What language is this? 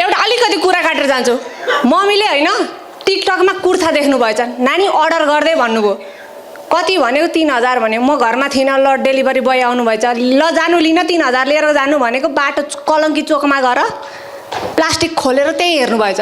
Nepali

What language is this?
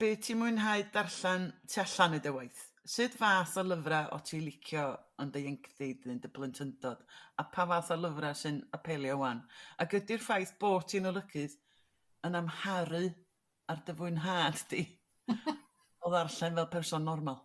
Welsh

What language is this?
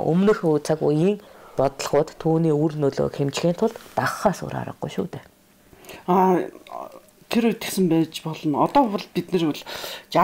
Mongolian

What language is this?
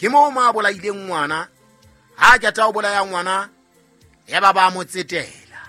Southern Sotho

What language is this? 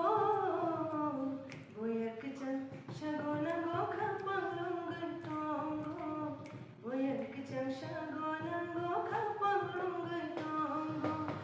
Kok Borok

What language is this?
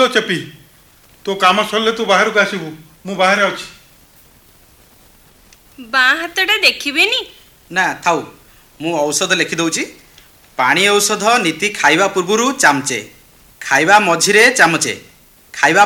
Odia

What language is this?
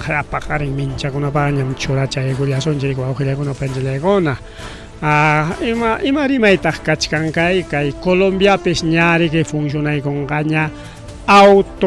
Ayacucho Quechua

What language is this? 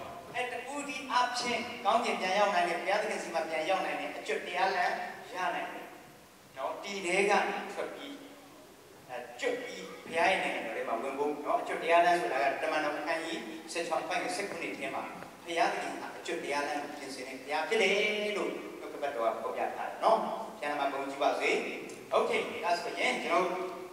Burmese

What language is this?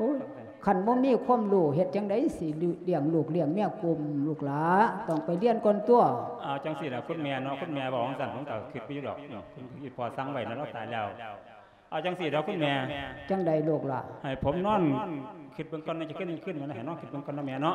Lao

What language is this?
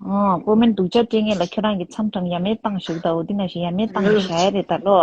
Tibetan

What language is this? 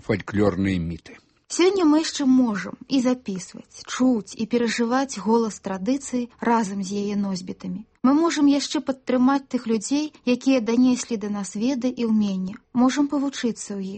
Belarusian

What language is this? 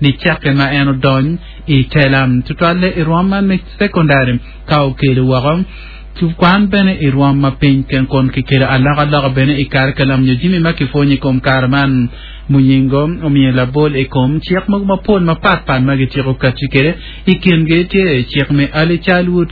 Acoli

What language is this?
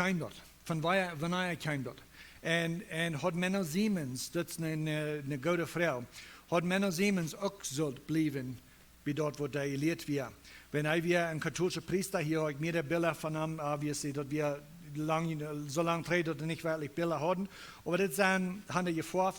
Plautdietsch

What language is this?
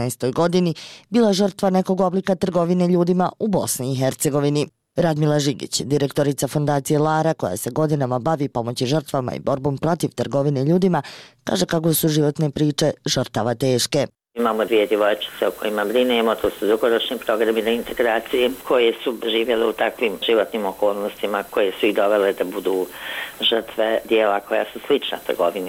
Bosnian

